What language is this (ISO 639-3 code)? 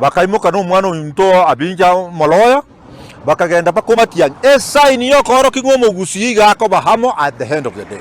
guz